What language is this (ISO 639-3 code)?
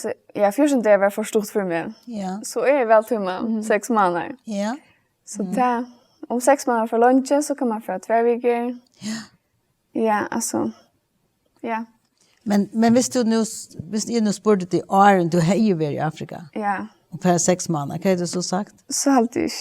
fao